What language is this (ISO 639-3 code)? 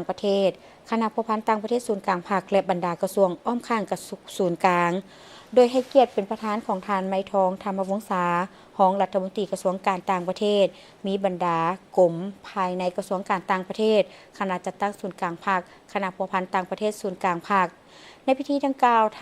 lao